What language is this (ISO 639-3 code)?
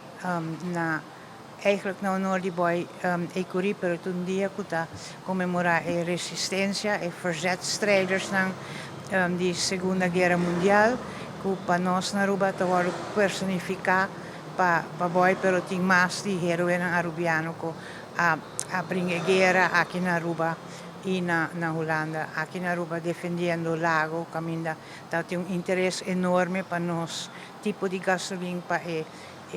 pap